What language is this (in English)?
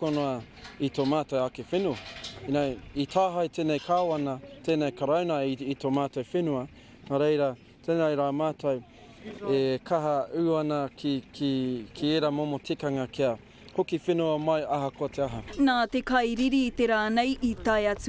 Māori